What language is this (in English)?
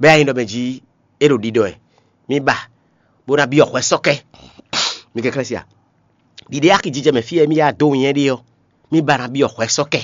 Fon